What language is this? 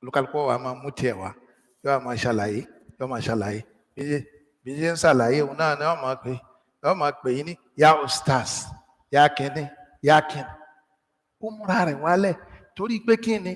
Yoruba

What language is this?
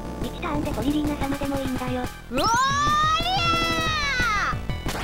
Japanese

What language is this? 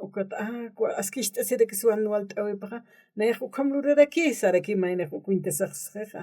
Aymara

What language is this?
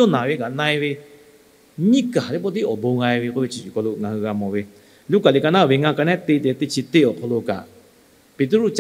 Lahu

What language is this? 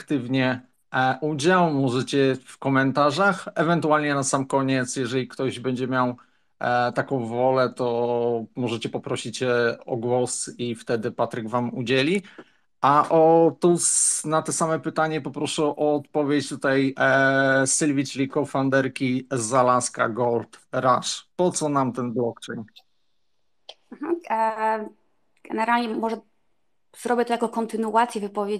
Polish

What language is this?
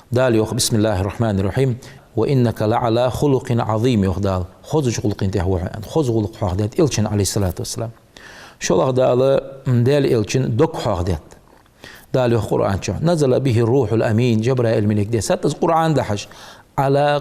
Ingush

